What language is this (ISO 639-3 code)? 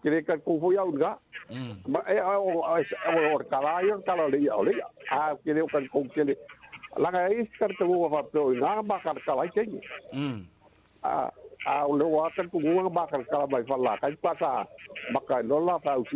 smo